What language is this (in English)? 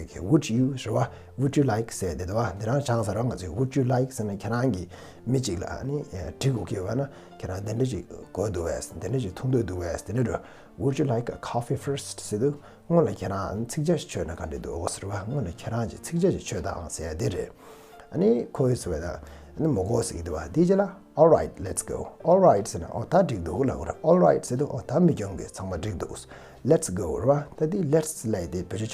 Tibetan